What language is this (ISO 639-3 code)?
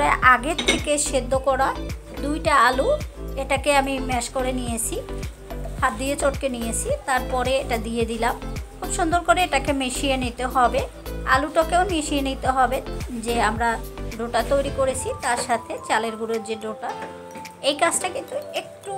ben